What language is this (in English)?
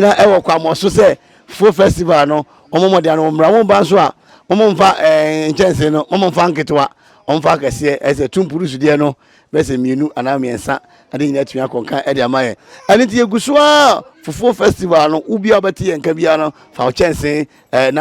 Akan